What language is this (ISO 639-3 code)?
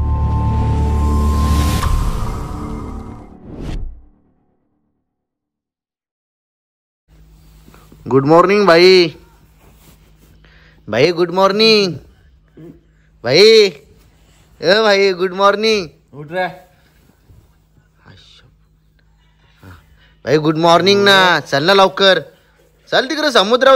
mar